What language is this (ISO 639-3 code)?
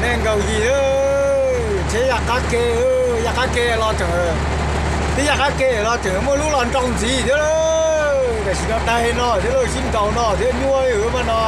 hmn